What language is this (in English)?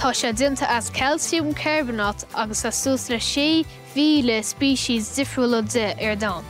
Irish